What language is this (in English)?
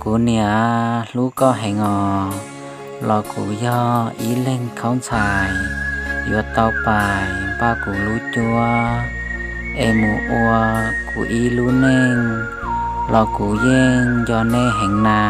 Hmong